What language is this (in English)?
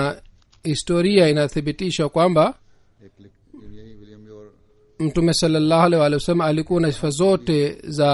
Swahili